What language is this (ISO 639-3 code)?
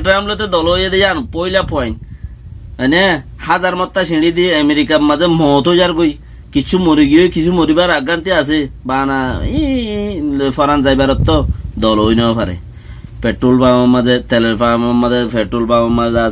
rhg